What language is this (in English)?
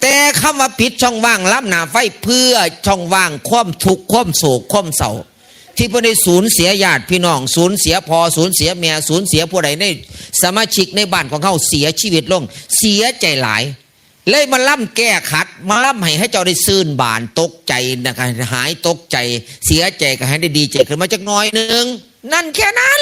Northeastern Thai